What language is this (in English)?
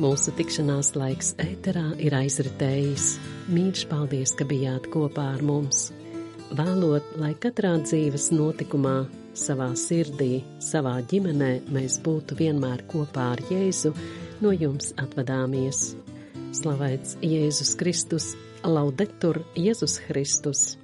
Latvian